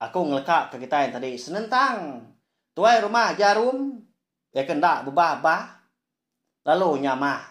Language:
Iban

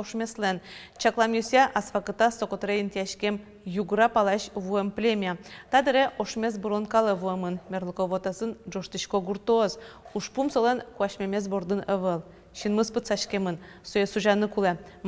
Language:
Udmurt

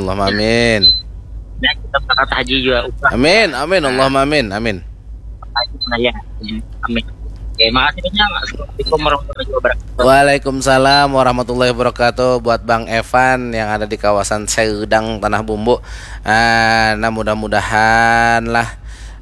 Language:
Banjar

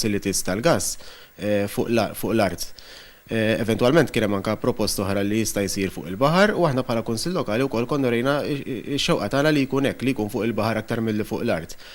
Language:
Maltese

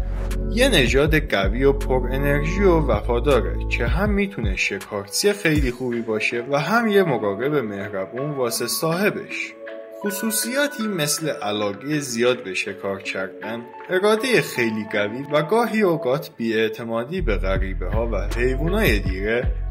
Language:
Persian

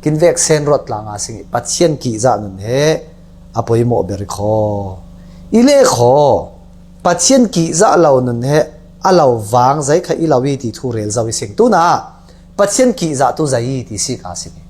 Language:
Falam Chin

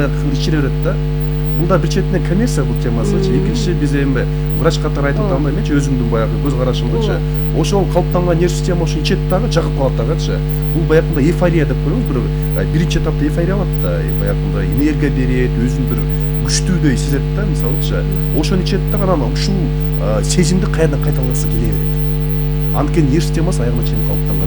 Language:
Kyrgyz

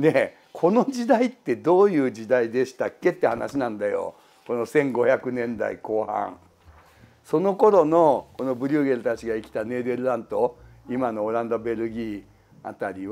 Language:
Japanese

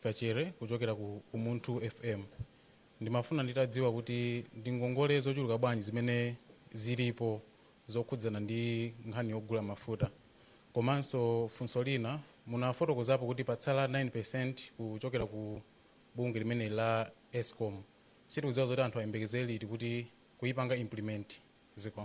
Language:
Nyanja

